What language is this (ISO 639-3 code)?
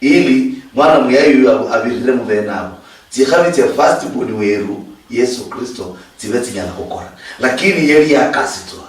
luy